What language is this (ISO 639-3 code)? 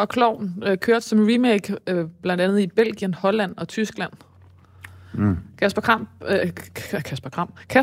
dan